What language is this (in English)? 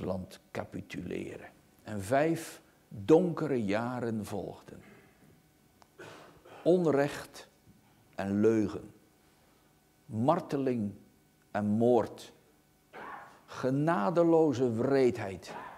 Dutch